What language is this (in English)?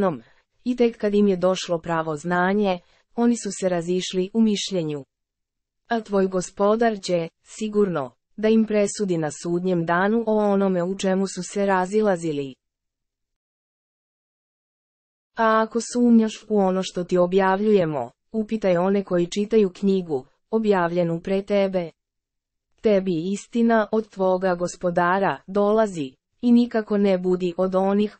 Serbian